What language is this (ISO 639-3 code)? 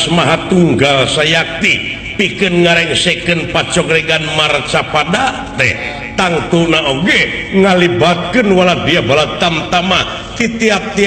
sun